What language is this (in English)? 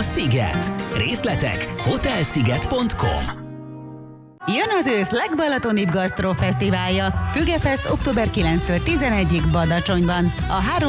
Hungarian